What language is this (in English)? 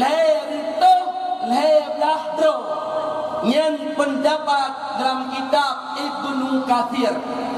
Achinese